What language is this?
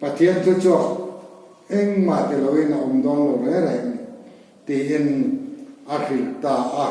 Mizo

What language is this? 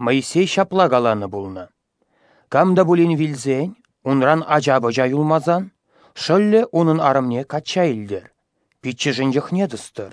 Chuvash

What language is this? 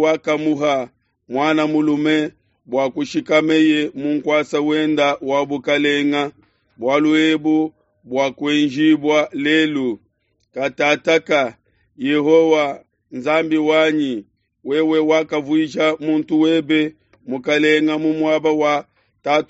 Luba-Lulua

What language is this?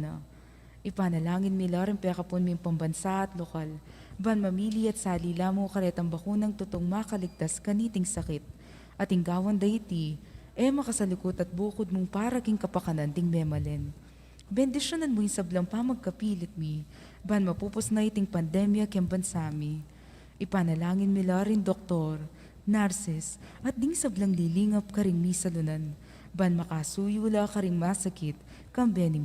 Pampanga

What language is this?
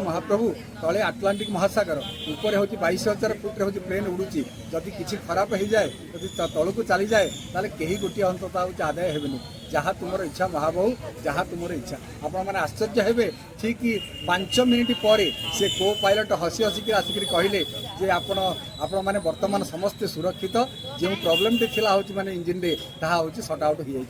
Odia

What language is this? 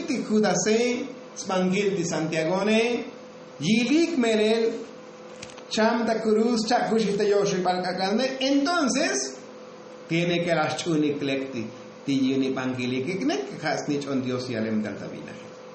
Tzotzil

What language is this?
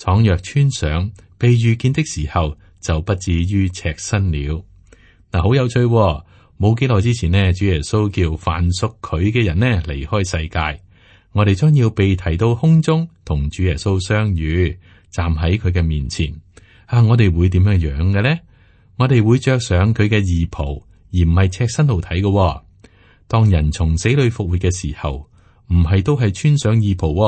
Cantonese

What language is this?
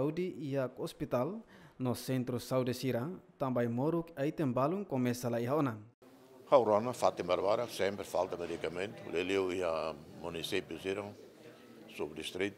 Tetum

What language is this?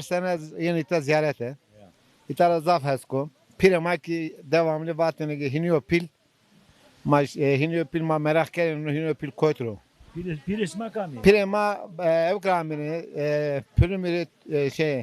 Zaza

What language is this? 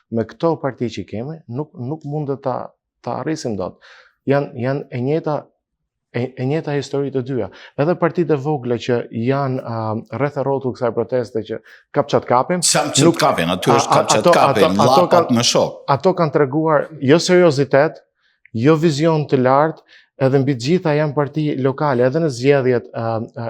Albanian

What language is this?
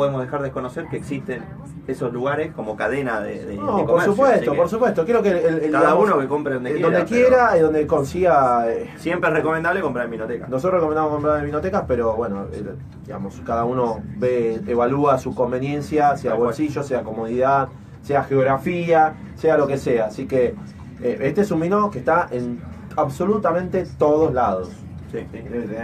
Spanish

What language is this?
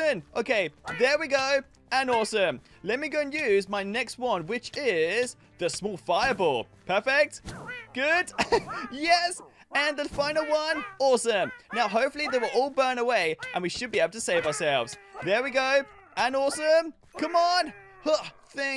English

